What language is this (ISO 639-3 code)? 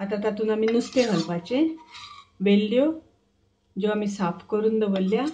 kok